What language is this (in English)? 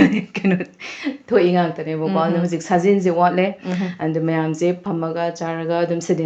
Manipuri